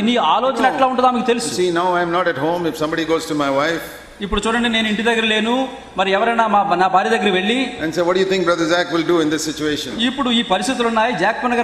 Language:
Telugu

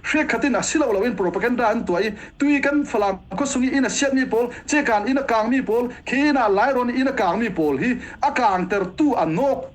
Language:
Falam Chin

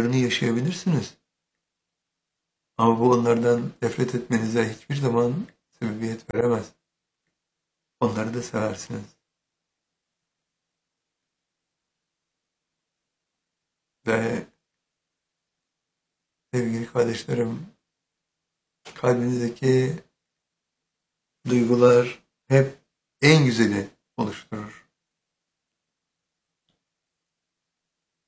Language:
Turkish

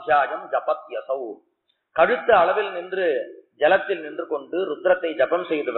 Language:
Tamil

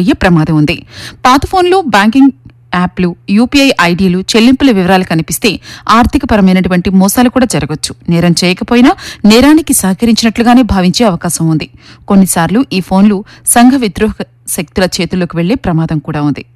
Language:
Telugu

